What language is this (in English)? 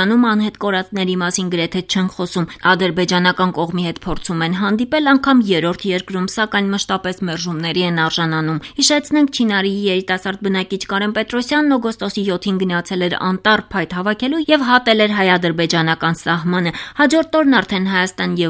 Armenian